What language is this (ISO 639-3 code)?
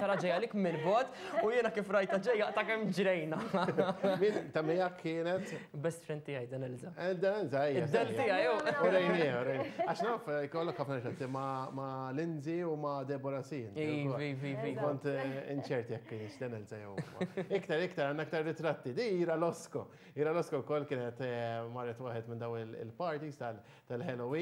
mlt